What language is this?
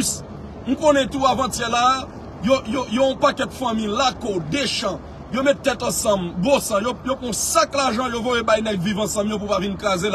Haitian Creole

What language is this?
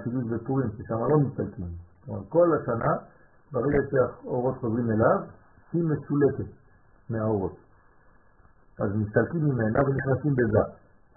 Hebrew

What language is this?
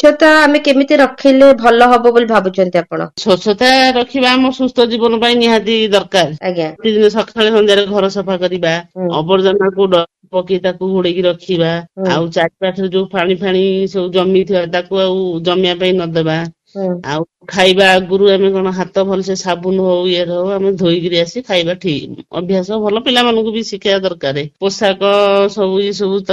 Odia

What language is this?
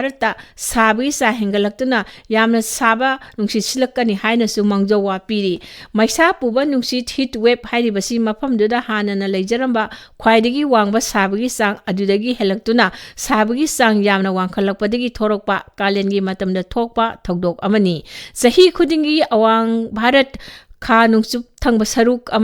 Manipuri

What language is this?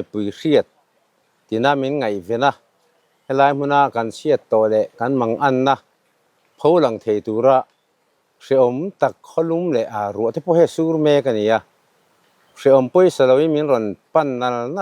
Mizo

